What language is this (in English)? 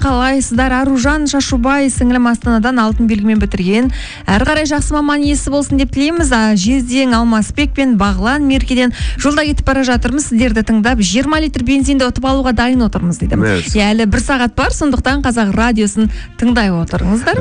Kazakh